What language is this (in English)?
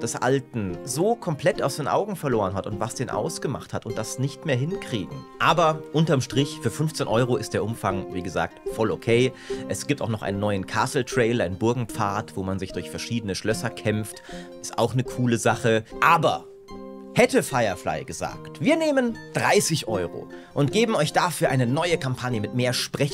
German